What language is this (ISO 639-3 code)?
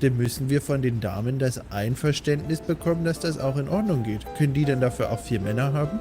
gsw